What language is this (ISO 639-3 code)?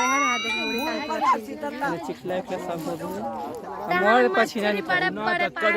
hne